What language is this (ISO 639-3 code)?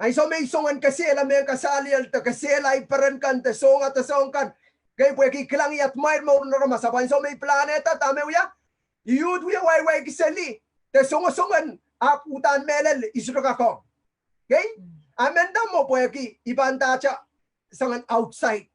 pon